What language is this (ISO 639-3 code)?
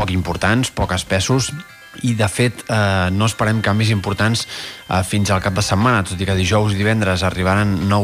cat